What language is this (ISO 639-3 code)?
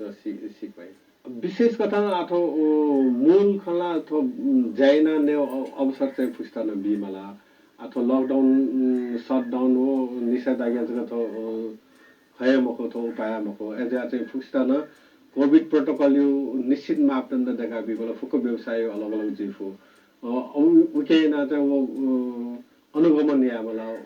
new